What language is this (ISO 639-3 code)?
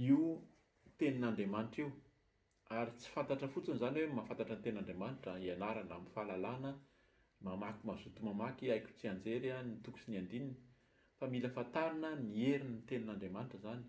mlg